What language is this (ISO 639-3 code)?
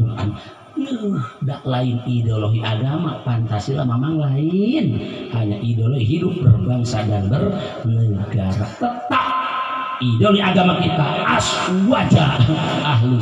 sun